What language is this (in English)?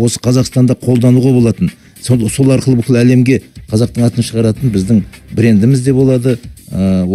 Kazakh